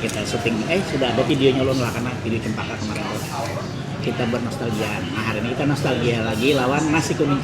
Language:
Banjar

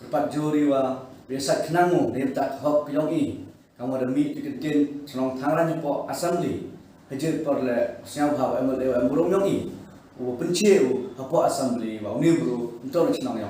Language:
Khasi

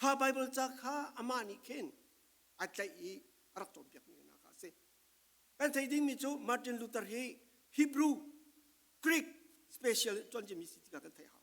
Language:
Falam Chin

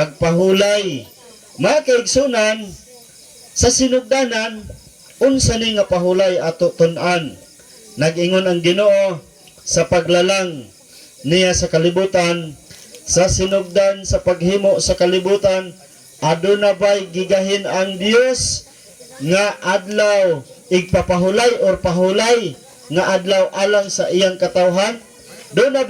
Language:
Cebuano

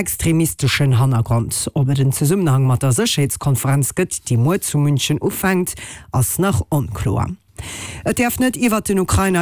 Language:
Luxembourgish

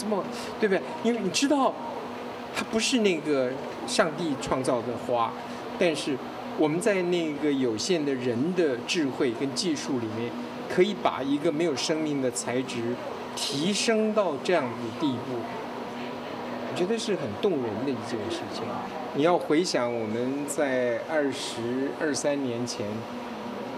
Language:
Chinese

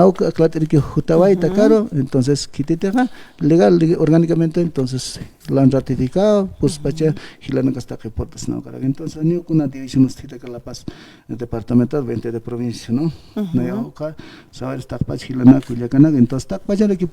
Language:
Aymara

